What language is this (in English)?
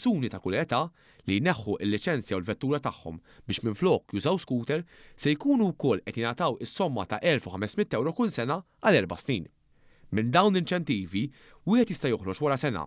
Maltese